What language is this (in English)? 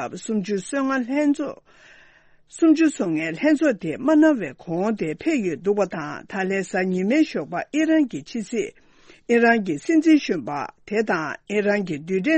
Tibetan